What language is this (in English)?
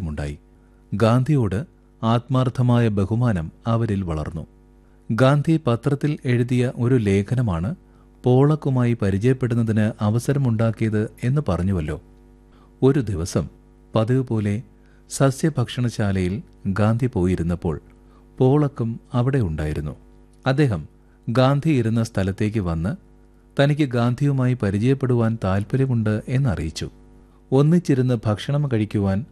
Malayalam